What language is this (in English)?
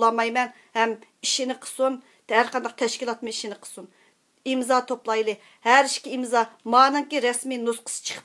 Uyghur